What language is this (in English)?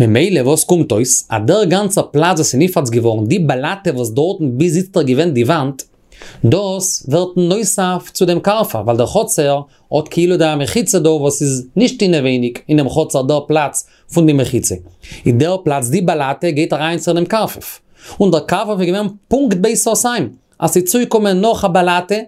Yiddish